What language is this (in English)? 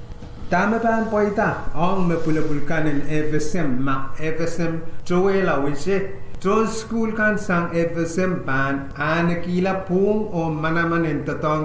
Pohnpeian